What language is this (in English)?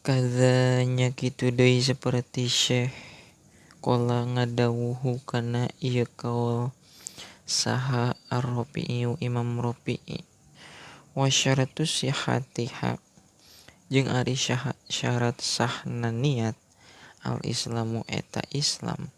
Sundanese